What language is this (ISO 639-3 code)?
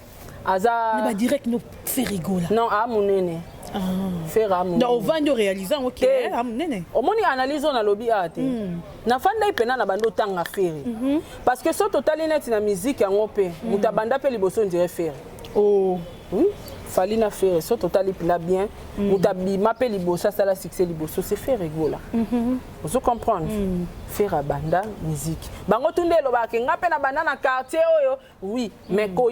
lin